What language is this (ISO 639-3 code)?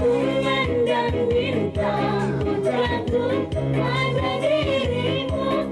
bew